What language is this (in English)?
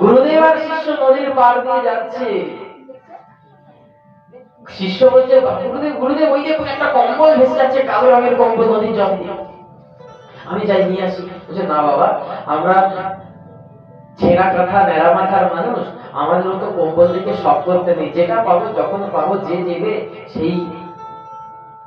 Bangla